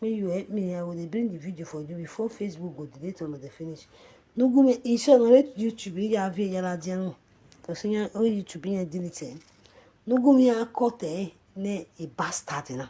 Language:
Nigerian Pidgin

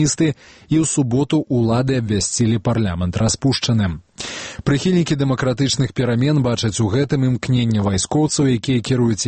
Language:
Belarusian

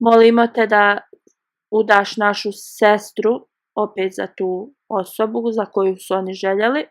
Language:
Bosnian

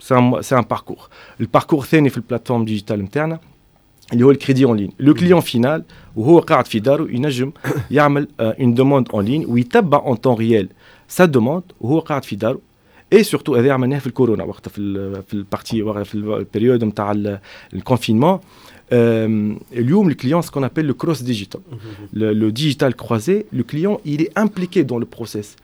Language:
Tunisian Arabic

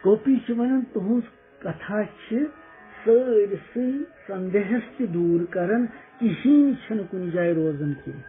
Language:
Kashmiri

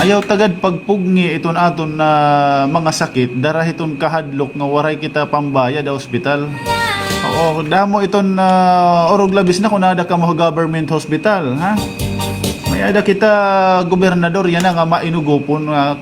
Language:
Waray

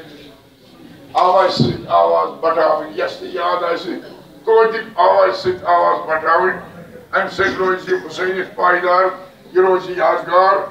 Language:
Kashmiri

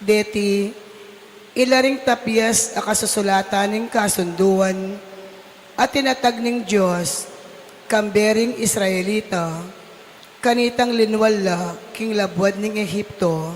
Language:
Pampanga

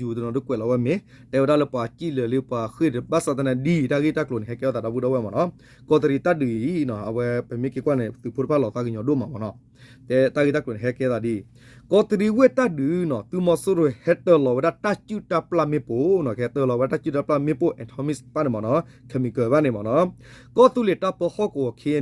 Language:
S'gaw Karen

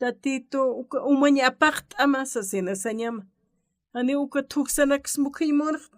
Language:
Aymara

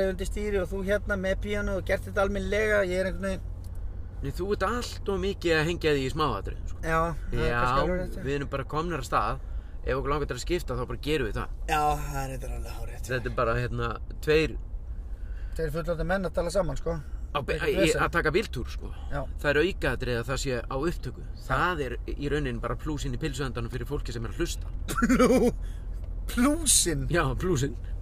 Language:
Icelandic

